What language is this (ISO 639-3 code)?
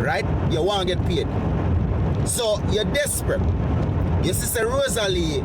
jam